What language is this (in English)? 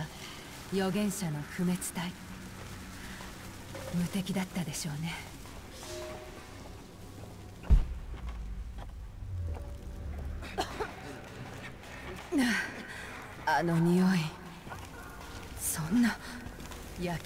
Japanese